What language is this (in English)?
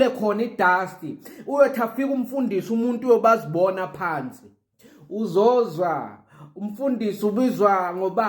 Zulu